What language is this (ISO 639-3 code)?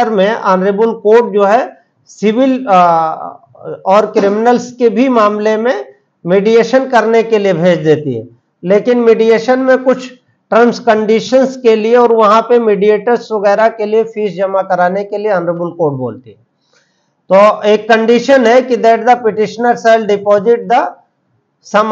hin